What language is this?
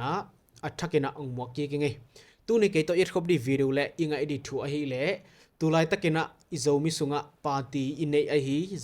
Tedim Chin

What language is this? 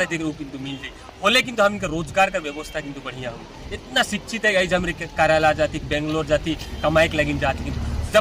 Sadri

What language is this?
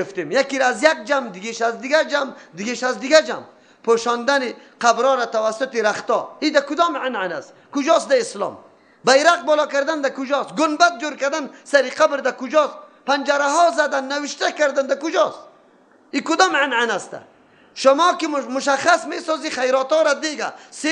Persian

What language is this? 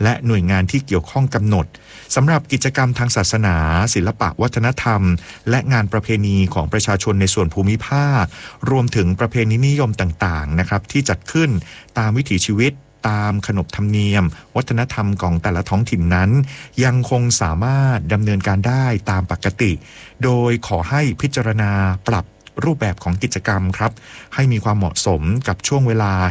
Thai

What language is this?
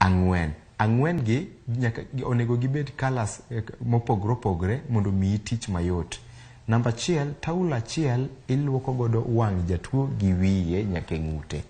Luo (Kenya and Tanzania)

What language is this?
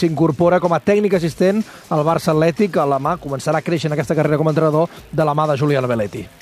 Catalan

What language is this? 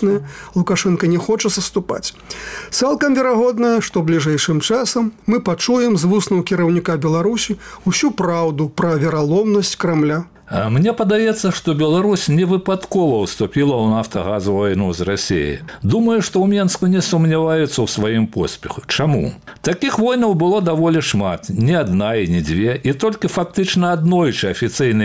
Belarusian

